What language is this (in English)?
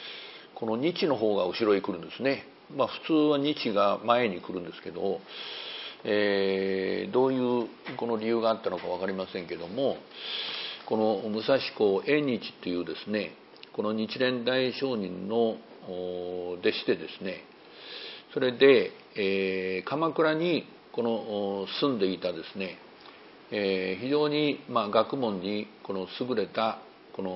Japanese